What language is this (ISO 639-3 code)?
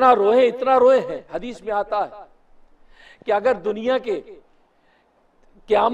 urd